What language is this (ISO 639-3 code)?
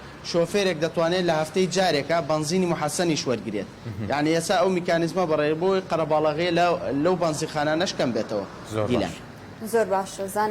ckb